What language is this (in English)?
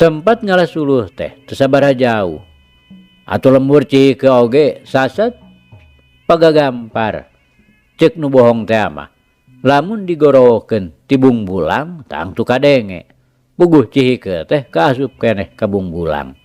Sundanese